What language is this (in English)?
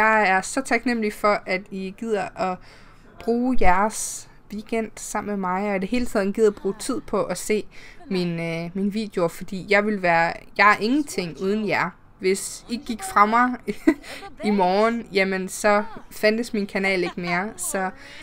Danish